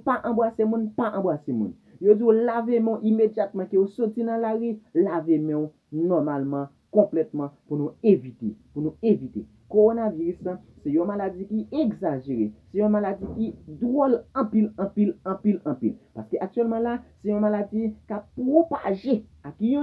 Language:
Haitian Creole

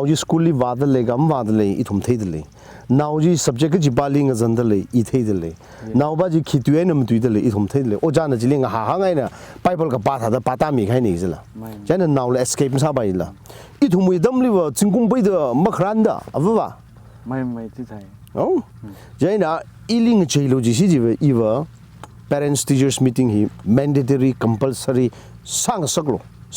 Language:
Tangkhul Naga (India)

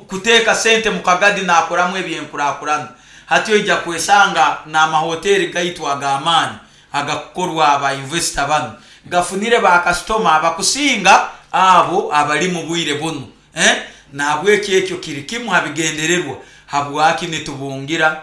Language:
Nyoro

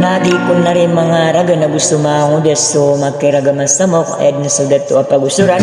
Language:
Maranao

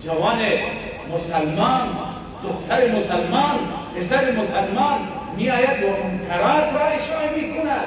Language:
Persian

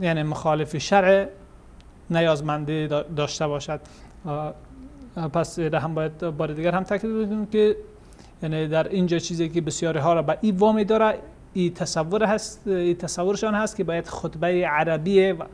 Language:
Persian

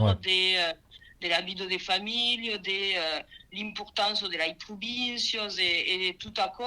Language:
Occitan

